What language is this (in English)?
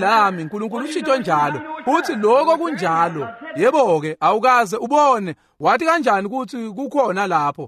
Swati